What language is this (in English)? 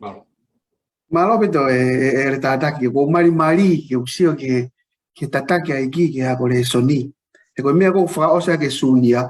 Tongan